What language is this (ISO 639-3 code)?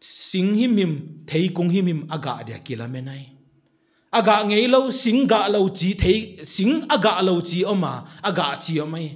pck